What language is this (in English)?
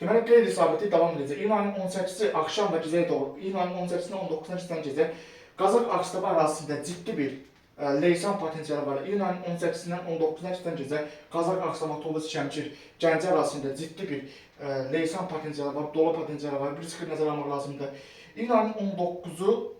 Azerbaijani